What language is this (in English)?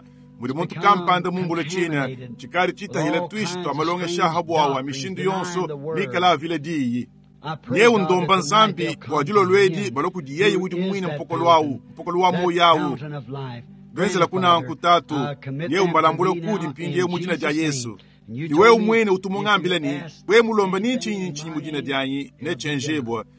Luba-Lulua